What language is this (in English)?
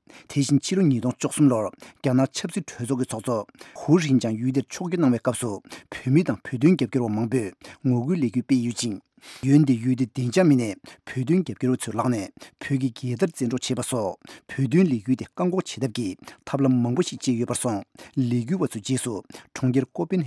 Tibetan